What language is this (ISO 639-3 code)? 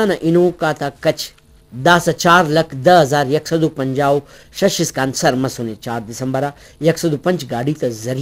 brh